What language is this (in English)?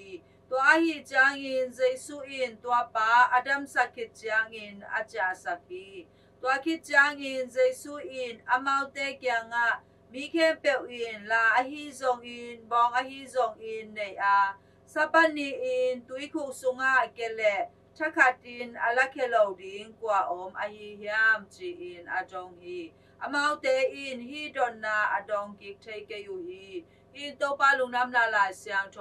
Tedim Chin